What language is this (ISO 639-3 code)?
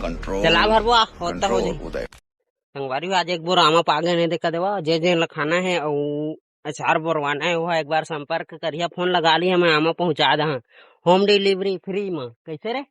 hne